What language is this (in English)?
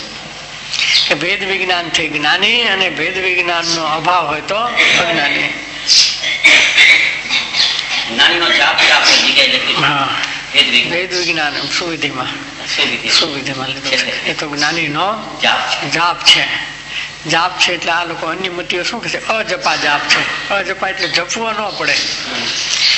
Gujarati